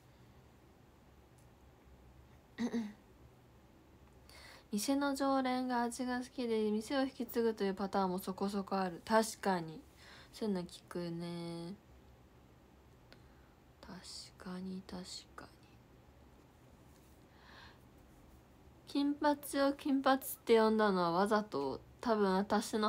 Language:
Japanese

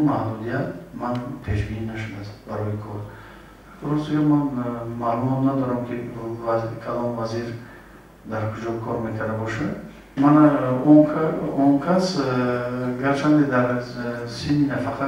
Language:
Tajik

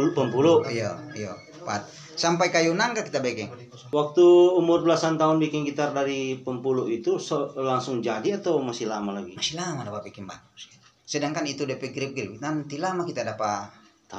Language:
Manado Malay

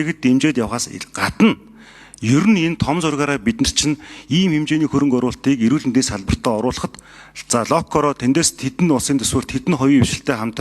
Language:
Mongolian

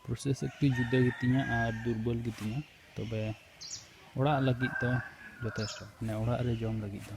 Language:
Santali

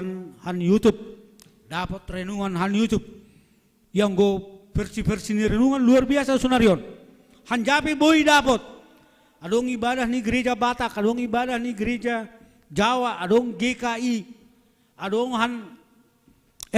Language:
Batak Simalungun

